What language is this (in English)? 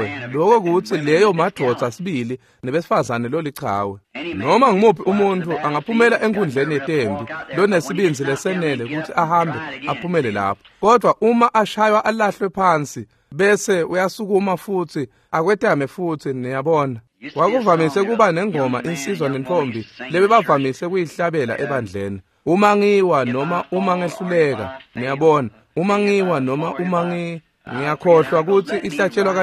Swati